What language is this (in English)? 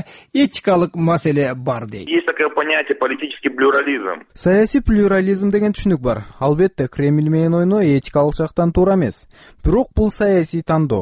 Kyrgyz